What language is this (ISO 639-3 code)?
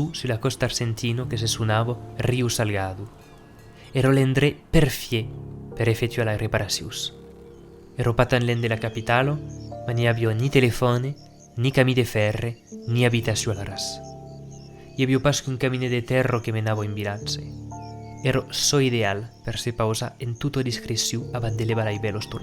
oci